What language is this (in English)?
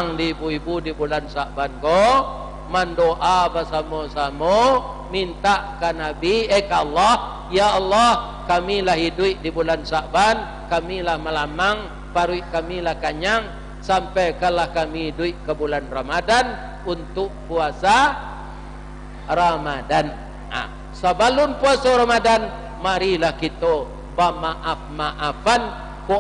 Minangkabau